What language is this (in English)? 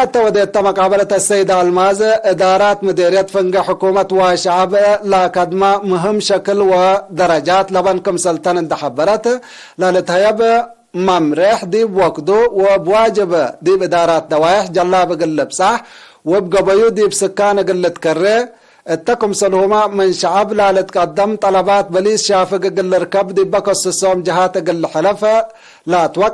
Tigre